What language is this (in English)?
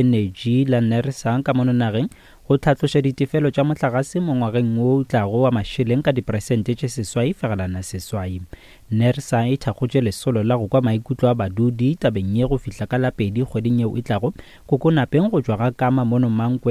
Northern Sotho